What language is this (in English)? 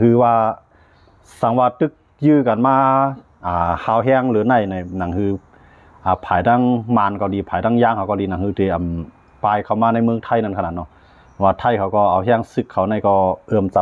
Shan